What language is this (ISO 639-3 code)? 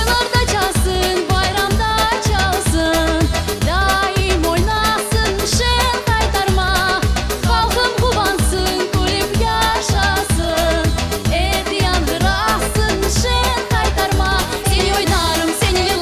crh